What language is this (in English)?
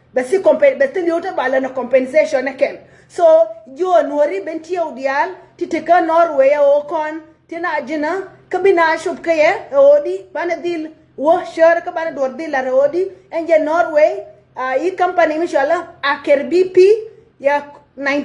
Nuer